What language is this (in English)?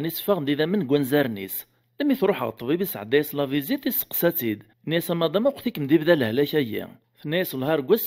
Kabyle